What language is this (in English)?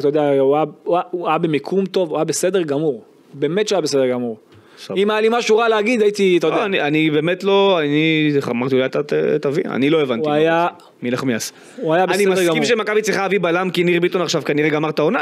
Hebrew